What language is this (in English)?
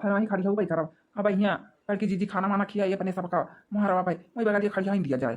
Awadhi